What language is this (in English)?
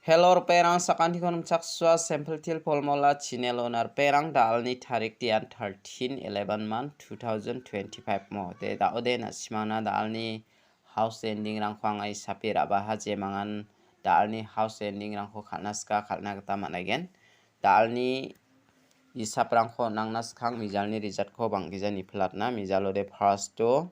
Garo